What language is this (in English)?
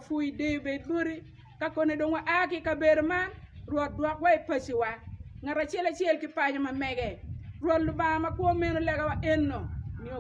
Acoli